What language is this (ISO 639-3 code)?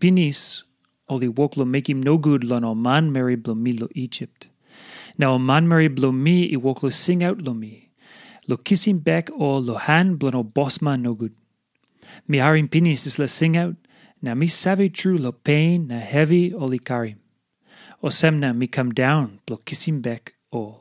tpi